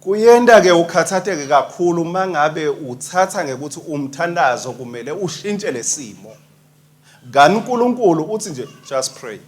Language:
Swati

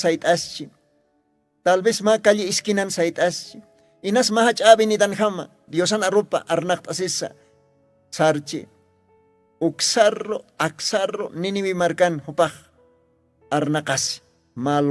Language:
Aymara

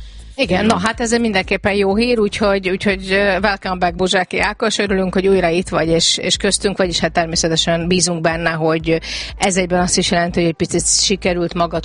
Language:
Hungarian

